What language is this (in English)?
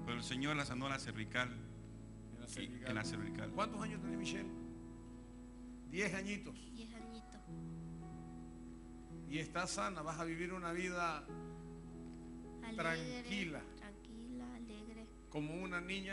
Spanish